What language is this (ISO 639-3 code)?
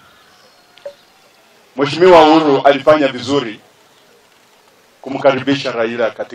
swa